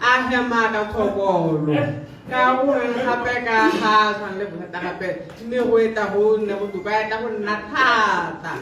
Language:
Tswana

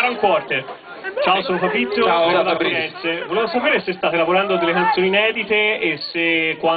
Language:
Italian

